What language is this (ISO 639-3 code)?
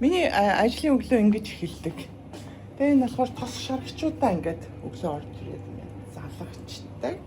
mon